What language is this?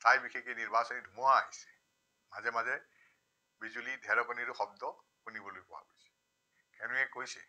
Assamese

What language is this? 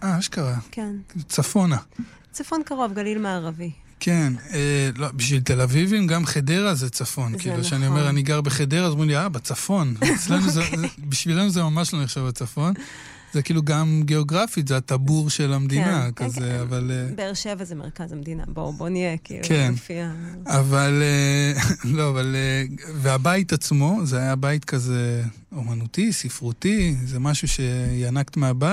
Hebrew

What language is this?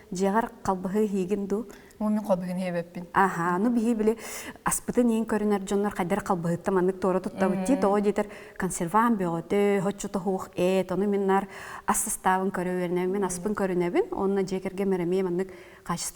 Yakut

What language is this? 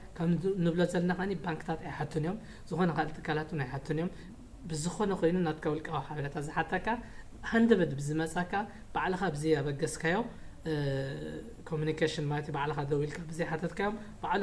Tigrinya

